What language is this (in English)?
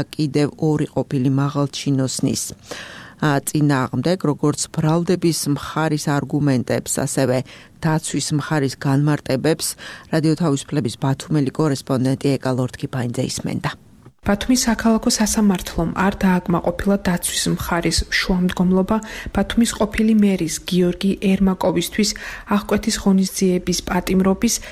Georgian